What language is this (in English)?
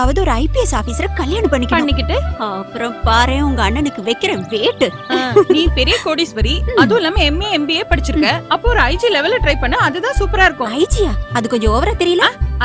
Tamil